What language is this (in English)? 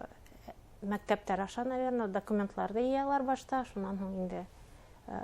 Bashkir